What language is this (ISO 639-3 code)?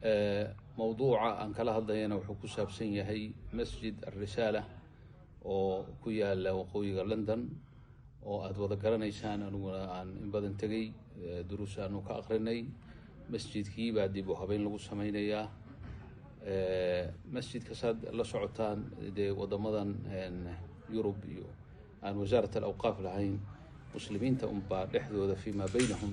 som